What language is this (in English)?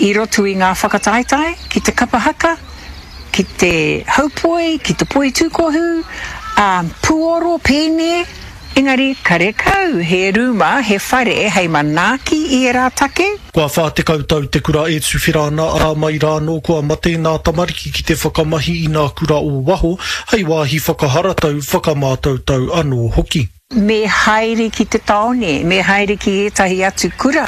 Māori